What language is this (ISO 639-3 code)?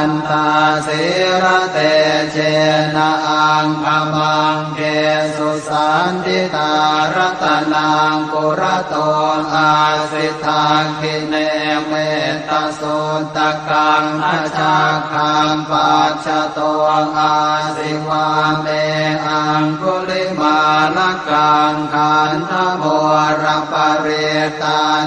pli